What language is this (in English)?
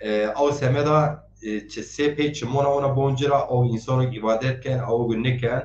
Zaza